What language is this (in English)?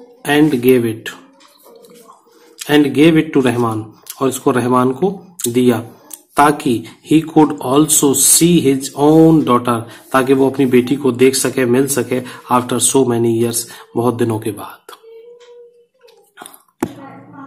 Hindi